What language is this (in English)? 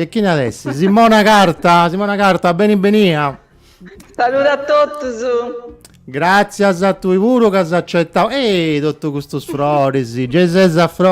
Sardinian